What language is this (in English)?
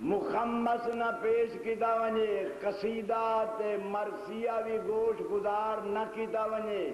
Saraiki